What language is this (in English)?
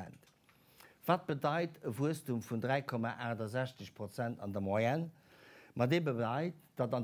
Luxembourgish